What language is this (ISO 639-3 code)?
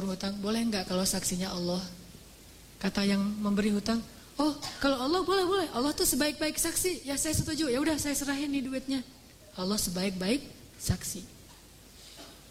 ind